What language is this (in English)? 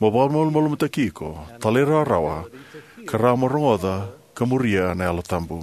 Fijian